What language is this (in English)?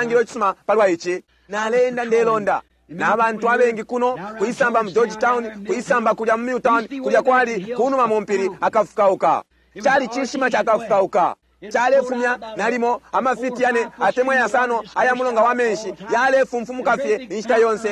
Bemba